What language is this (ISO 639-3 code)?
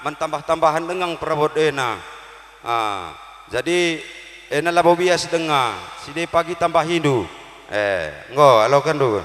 btx